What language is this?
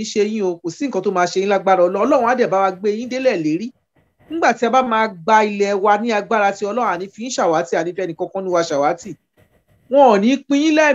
Yoruba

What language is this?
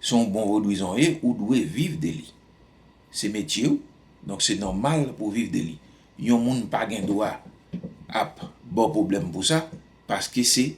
Haitian Creole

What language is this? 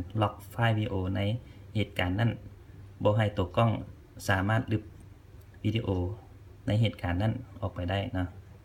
Lao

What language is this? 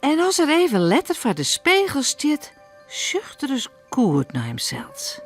Western Frisian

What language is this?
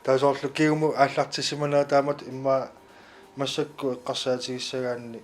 Kalaallisut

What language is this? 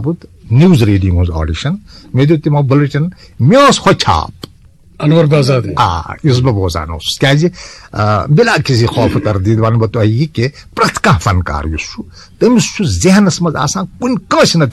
Kashmiri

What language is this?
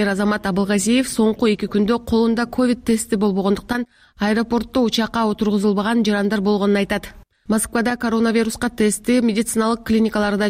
Kyrgyz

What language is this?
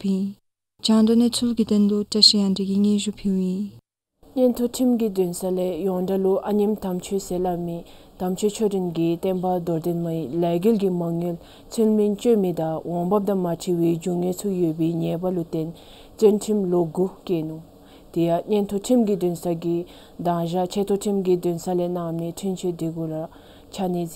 Dzongkha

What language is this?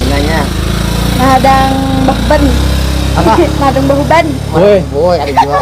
Banjar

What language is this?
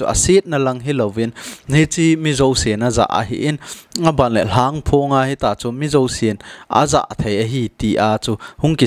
Thado Chin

